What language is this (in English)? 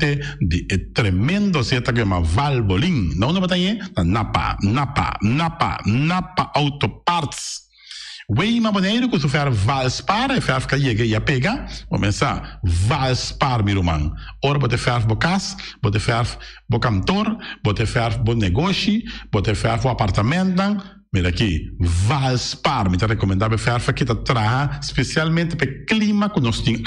Papiamento